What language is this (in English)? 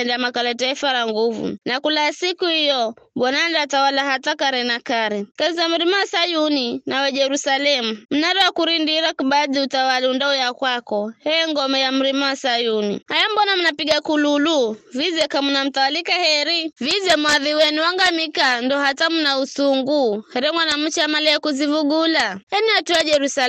Giryama